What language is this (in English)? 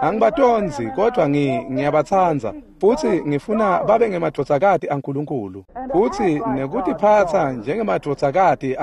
Swati